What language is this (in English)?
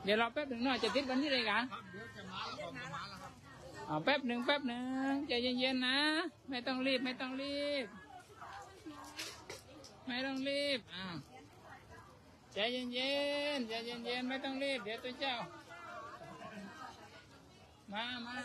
Thai